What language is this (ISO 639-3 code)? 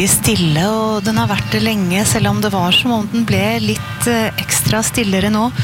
nor